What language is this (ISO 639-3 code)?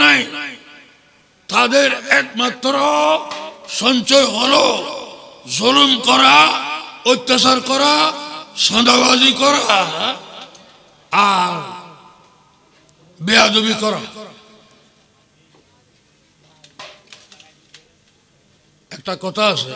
ben